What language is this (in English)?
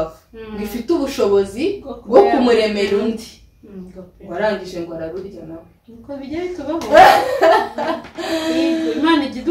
Kinyarwanda